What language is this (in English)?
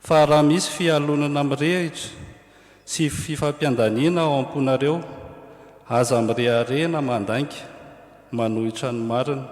Malagasy